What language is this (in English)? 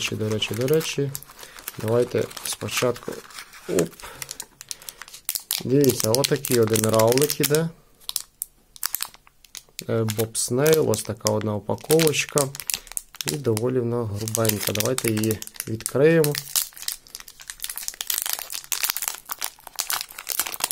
Ukrainian